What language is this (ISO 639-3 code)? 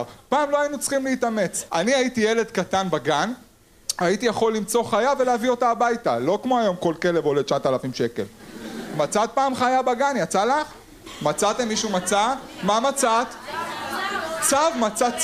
heb